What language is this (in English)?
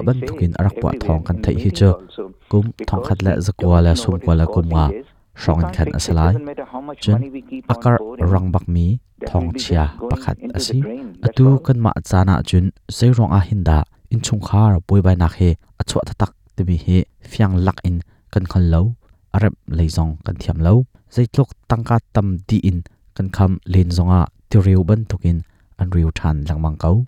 Hakha Chin